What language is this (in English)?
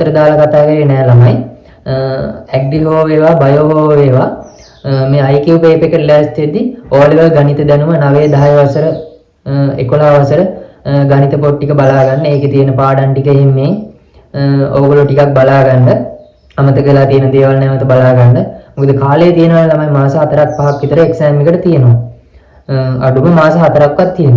Sinhala